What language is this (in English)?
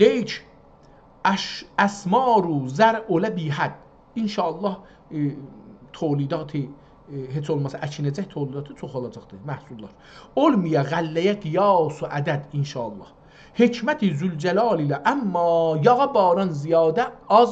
South Azerbaijani